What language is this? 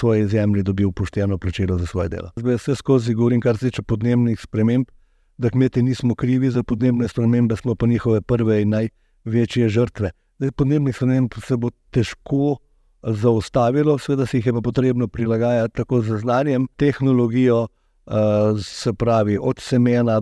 Slovenian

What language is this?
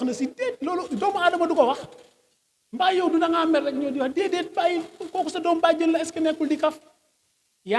Wolof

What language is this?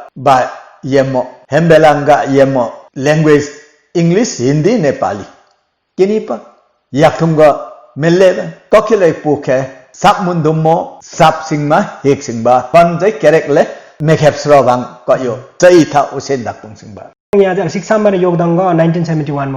Limbu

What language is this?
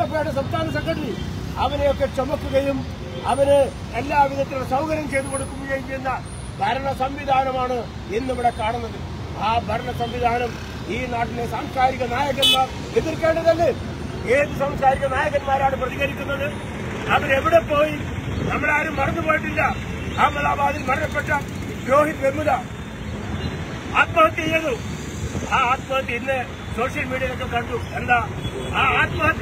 Malayalam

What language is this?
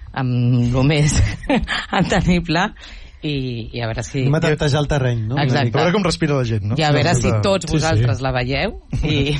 Catalan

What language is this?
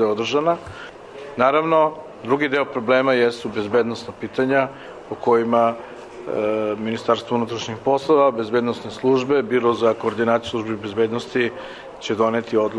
Serbian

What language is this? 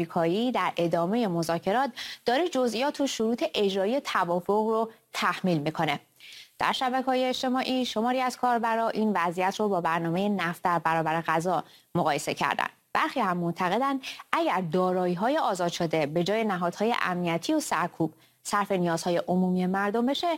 Persian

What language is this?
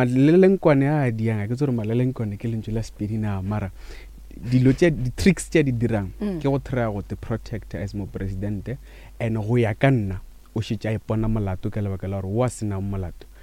Northern Sotho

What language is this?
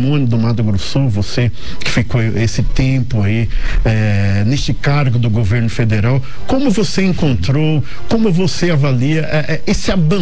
Portuguese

